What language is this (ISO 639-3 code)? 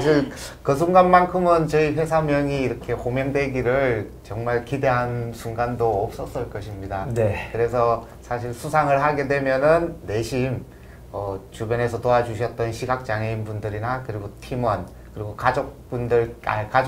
kor